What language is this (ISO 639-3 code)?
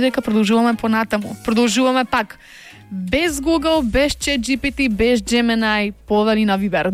mkd